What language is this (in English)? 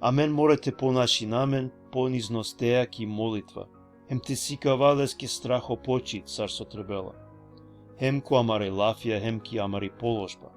Balkan Romani